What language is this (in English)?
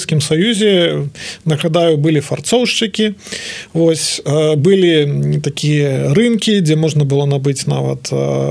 Belarusian